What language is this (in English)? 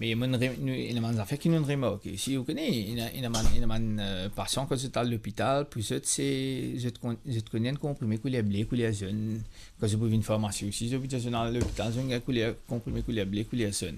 Morisyen